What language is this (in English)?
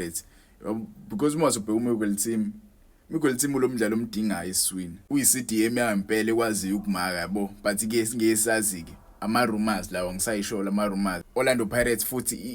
Zulu